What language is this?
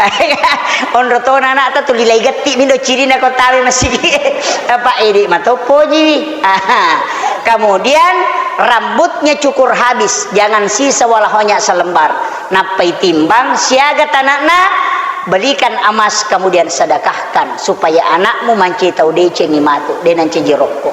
Buginese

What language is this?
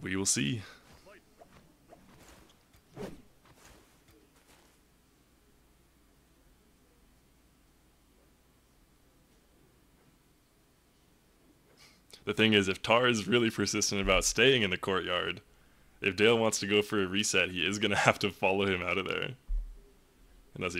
English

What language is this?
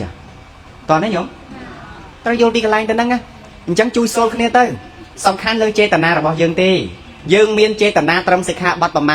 Khmer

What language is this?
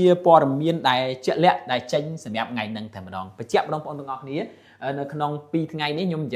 Khmer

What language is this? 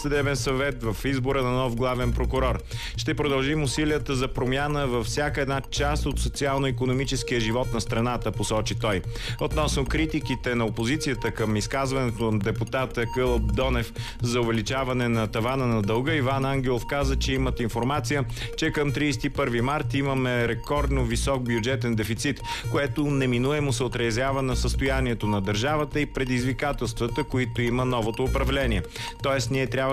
Bulgarian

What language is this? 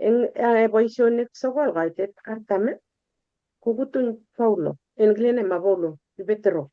Kalenjin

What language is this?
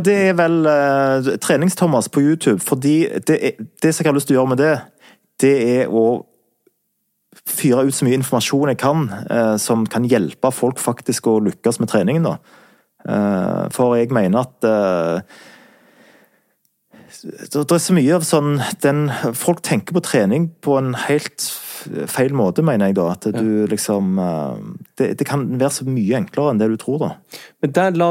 Norwegian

